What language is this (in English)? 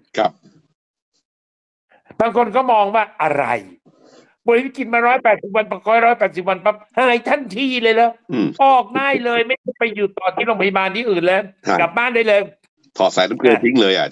Thai